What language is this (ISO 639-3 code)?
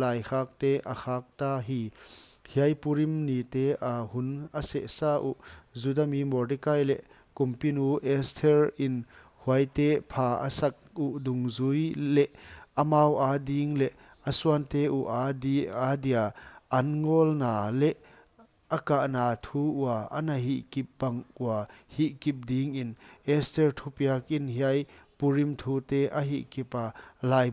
pck